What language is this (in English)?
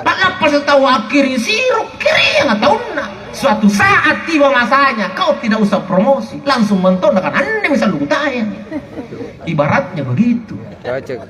Makasar